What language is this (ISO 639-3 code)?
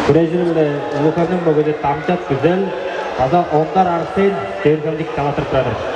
tyv